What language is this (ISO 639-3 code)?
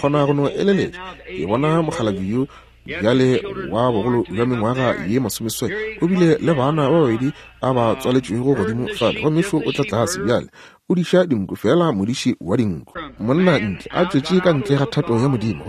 nso